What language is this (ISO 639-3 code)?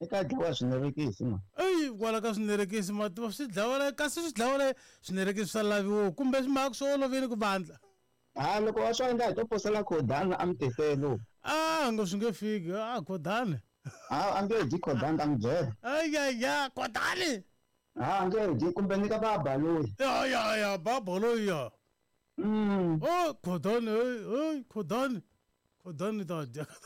tso